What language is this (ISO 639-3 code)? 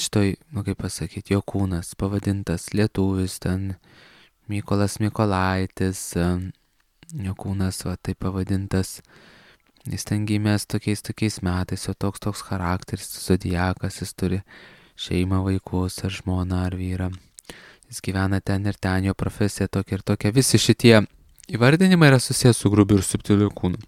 lit